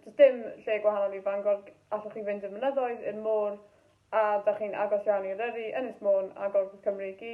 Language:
Welsh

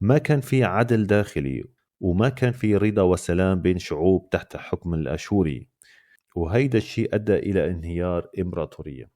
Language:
North Levantine Arabic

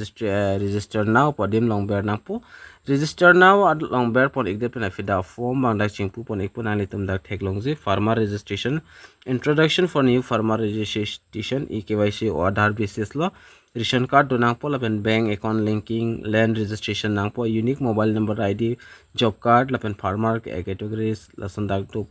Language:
Karbi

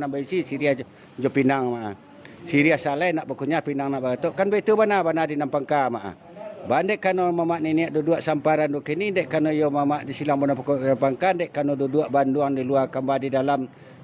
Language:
Minangkabau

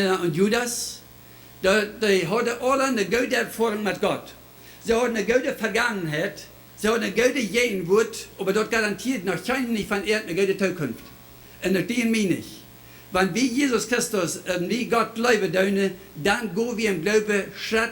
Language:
Plautdietsch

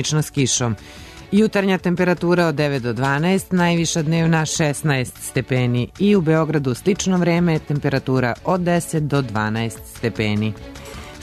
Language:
Serbian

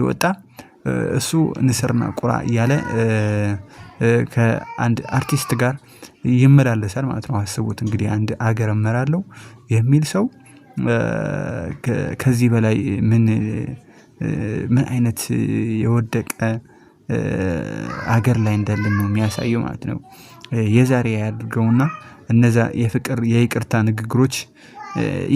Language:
Amharic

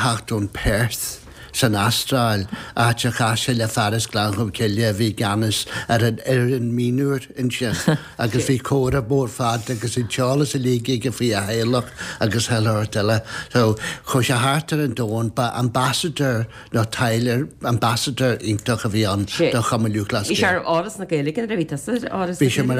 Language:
Irish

